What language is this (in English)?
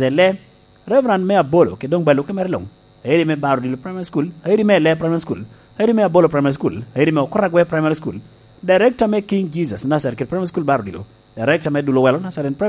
Lango (Uganda)